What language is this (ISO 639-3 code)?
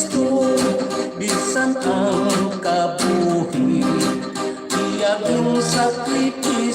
hil